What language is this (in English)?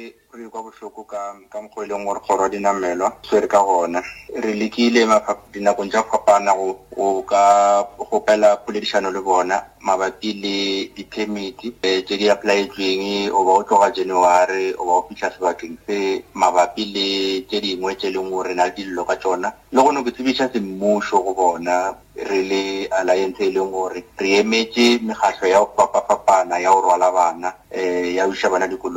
Northern Sotho